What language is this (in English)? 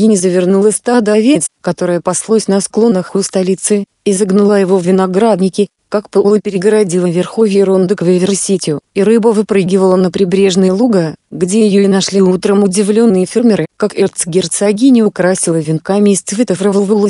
Russian